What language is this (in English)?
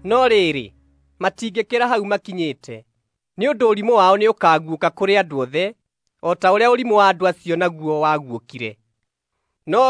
Kikuyu